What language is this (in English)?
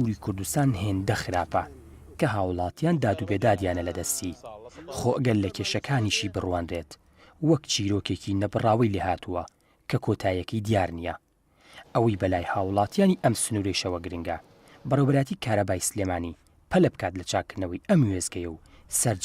Central Kurdish